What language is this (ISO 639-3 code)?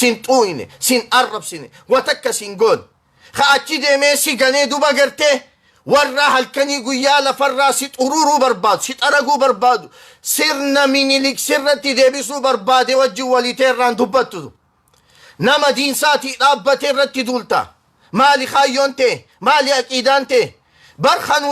orm